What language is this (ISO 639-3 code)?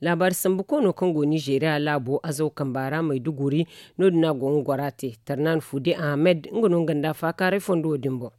dje